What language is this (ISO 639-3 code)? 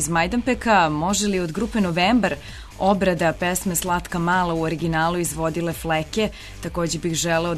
srp